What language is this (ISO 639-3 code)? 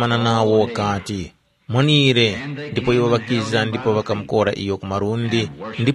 tum